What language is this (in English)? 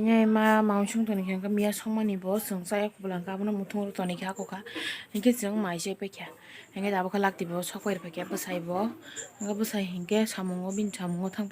Kok Borok